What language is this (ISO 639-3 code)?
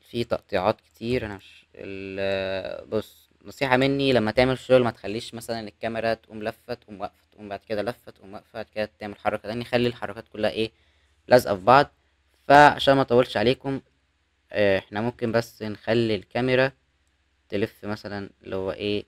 arz